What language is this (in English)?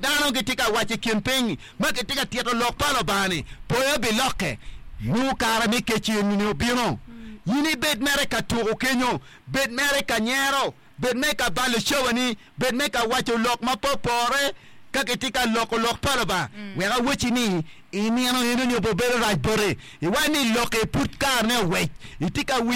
Acoli